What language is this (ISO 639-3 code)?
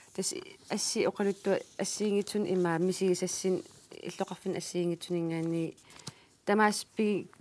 kal